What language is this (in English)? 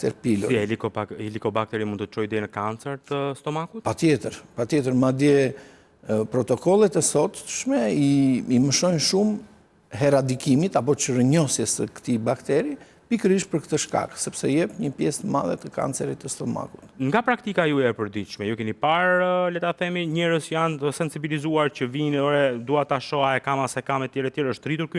Albanian